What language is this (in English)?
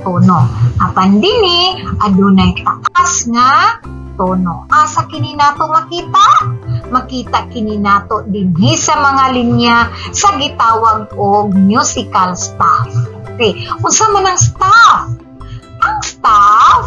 Cebuano